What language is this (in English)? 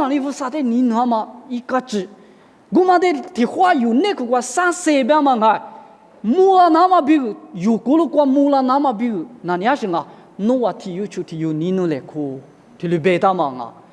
Lisu